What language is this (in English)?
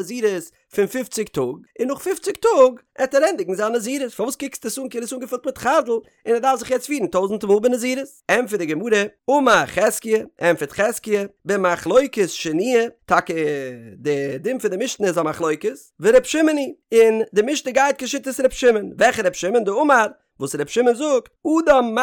Yiddish